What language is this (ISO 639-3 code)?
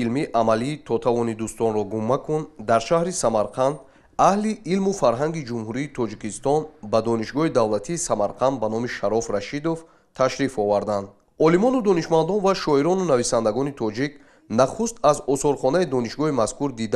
tgk